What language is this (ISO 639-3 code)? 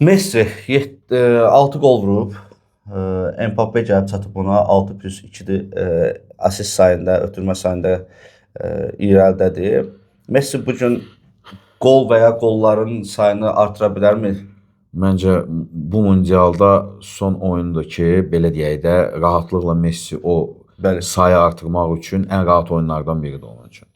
aze